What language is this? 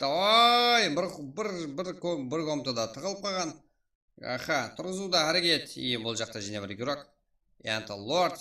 Kara-Kalpak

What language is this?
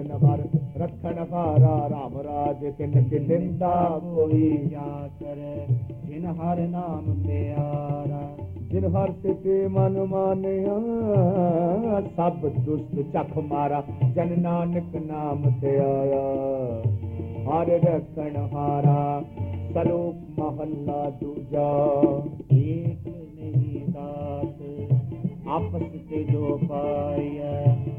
Punjabi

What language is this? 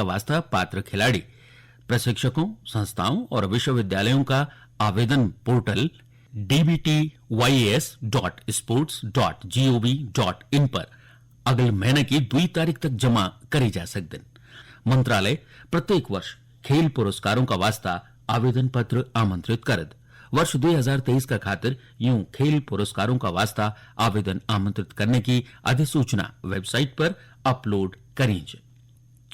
Garhwali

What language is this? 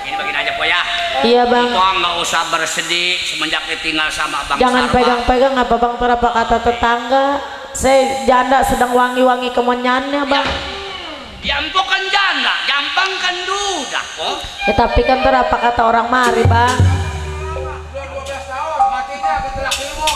Betawi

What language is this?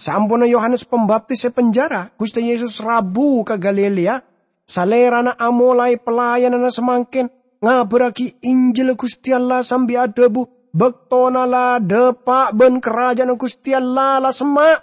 Madurese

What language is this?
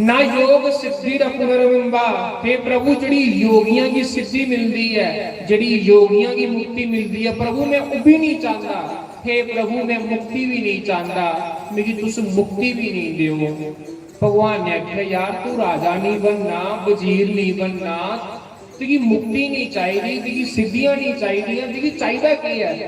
Dogri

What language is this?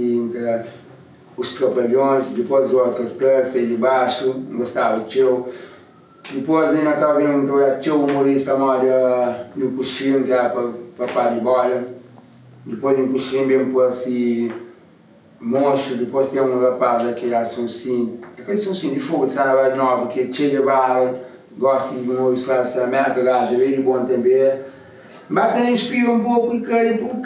Kabuverdianu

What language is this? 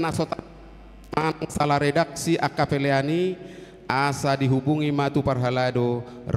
Batak Toba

